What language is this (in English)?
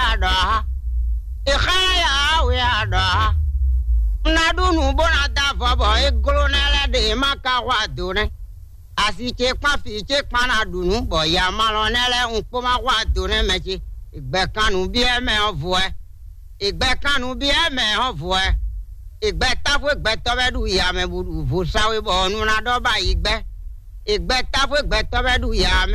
Fon